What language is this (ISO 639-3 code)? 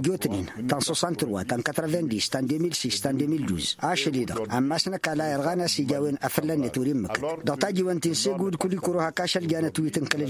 taq